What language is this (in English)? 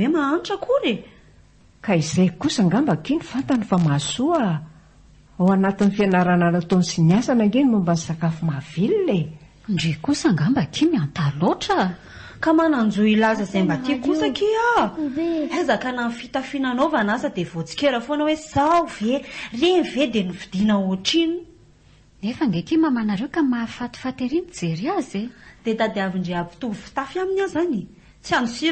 Malagasy